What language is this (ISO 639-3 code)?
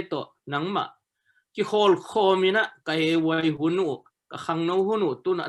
ctd